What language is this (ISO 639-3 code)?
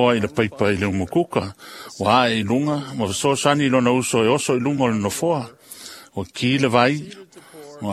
smo